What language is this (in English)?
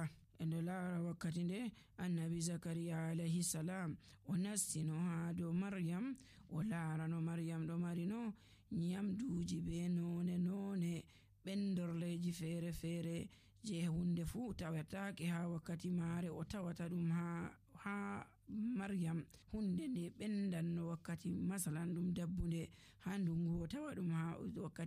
Nigerian Fulfulde